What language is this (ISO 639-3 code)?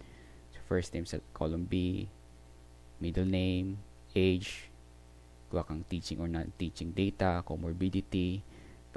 bik